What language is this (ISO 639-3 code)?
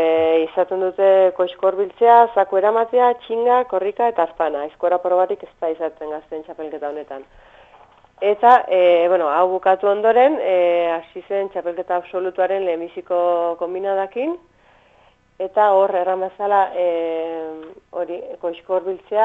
eus